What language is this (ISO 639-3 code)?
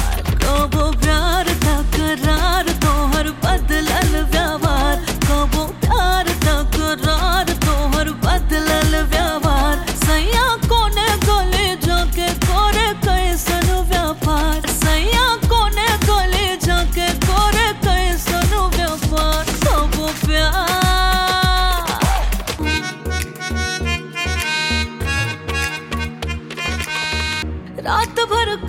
bho